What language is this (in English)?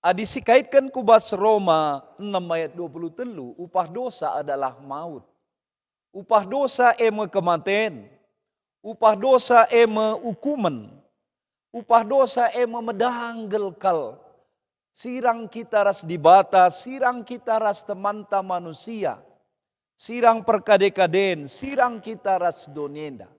Batak Karo